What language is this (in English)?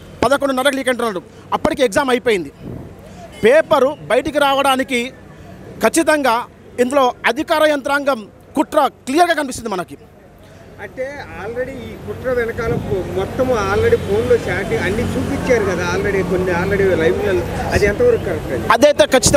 Telugu